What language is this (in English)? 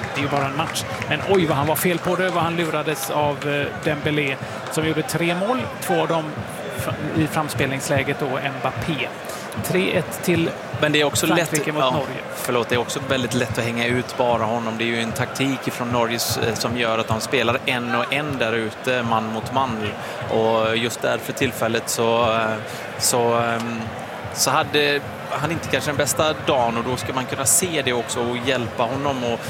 Swedish